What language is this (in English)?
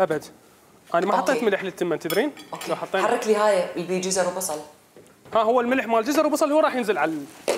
Mesopotamian Arabic